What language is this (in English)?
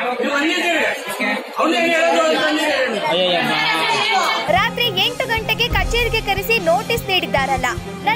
Kannada